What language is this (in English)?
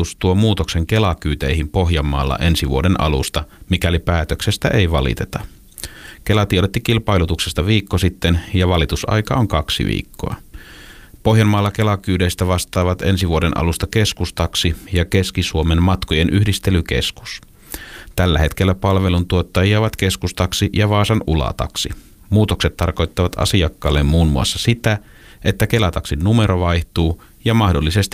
Finnish